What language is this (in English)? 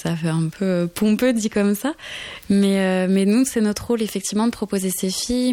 French